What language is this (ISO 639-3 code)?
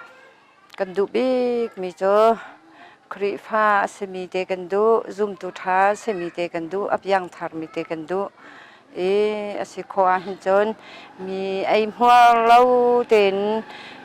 cnh